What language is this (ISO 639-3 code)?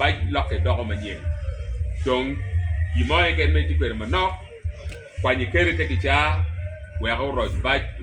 ach